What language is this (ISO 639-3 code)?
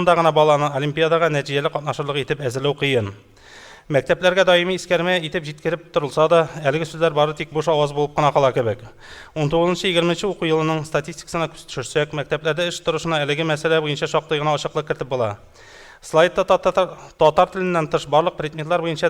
tat